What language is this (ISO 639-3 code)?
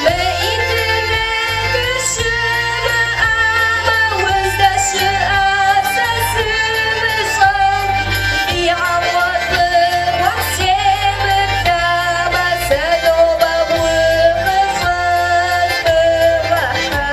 kbd